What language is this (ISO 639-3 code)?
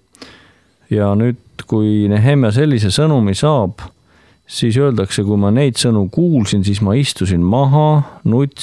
est